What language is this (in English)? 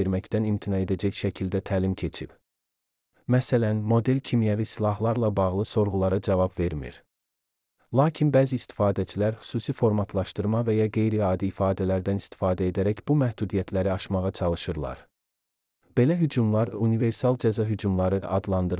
Azerbaijani